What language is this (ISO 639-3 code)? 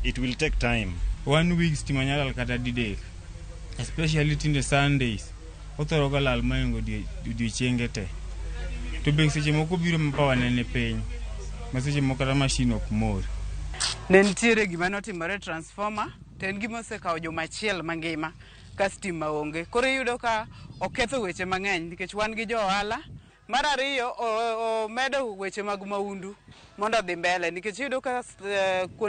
luo